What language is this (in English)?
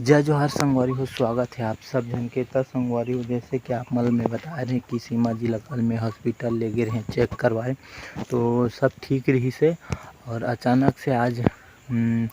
Chhattisgarhi